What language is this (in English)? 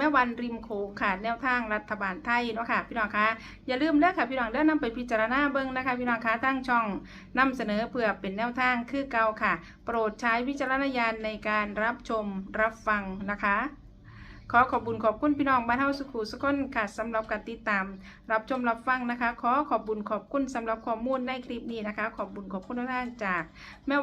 Northeastern Thai